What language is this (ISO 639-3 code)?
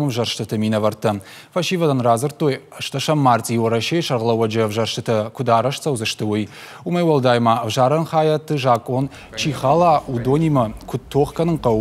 oss